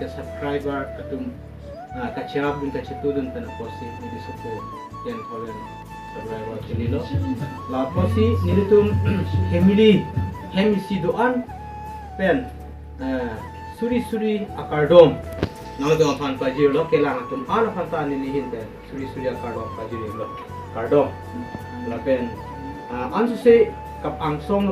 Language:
Karbi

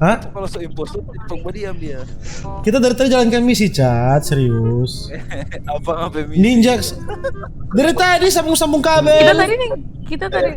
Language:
Manado Malay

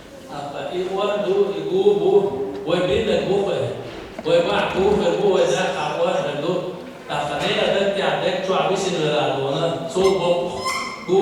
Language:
Chechen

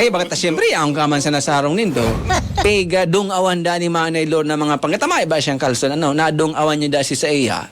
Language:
Bikol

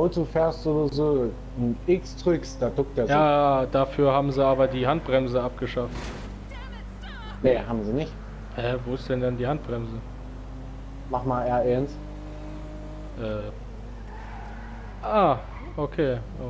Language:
German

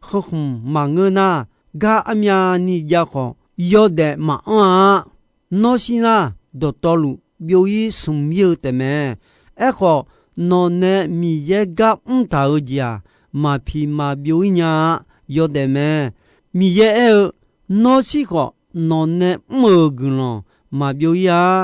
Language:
Akha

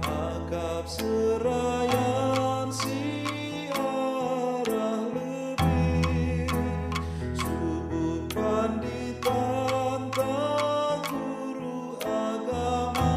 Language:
Batak Karo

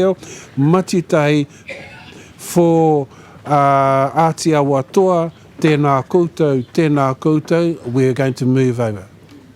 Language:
Māori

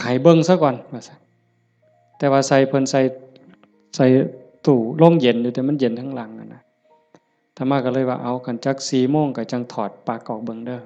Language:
Northeastern Thai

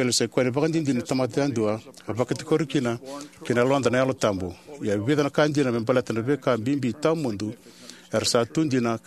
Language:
Fijian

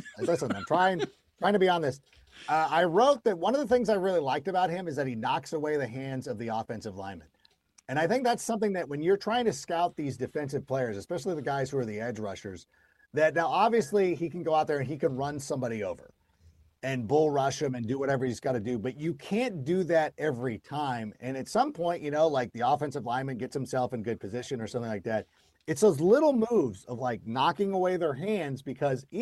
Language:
English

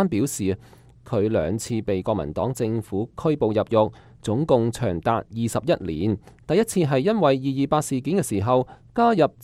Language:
Cantonese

